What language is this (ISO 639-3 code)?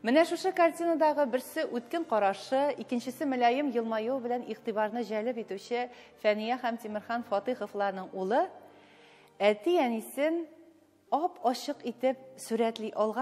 tat